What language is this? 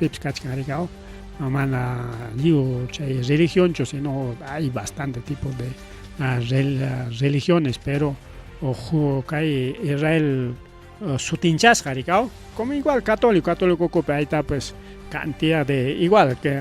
Ayacucho Quechua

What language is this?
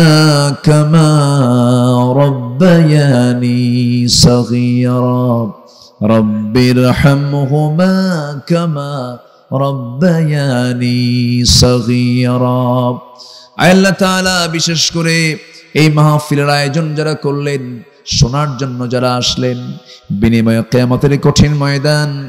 Bangla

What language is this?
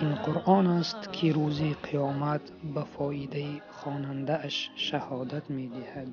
Tajik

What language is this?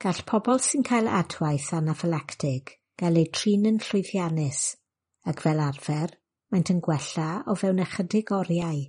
Welsh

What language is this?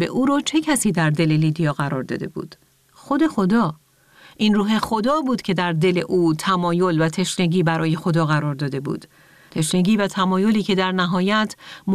Persian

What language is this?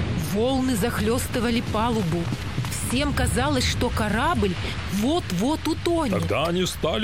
Russian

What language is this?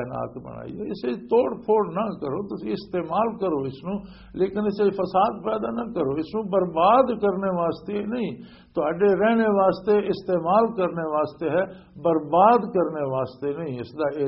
Western Panjabi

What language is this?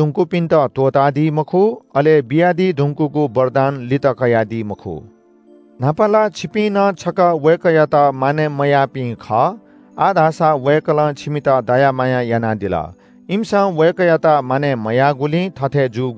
Newari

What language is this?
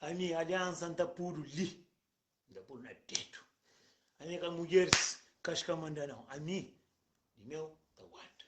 Kabuverdianu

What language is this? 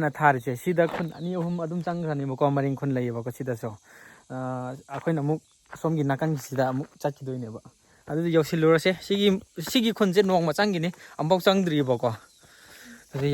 Manipuri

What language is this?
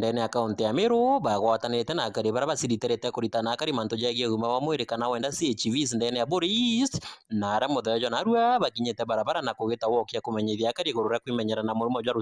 Meru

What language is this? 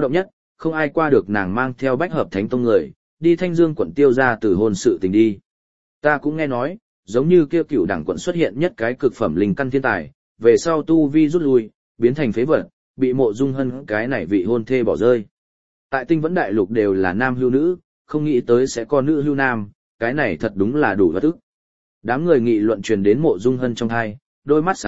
Vietnamese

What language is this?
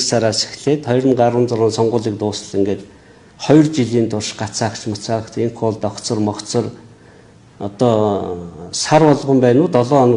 Mongolian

